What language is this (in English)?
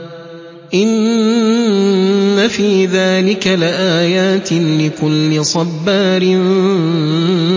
Arabic